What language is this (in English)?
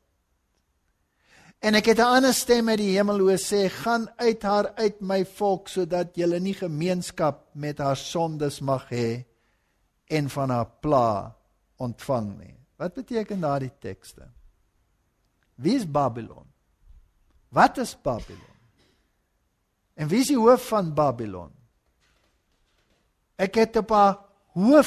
Afrikaans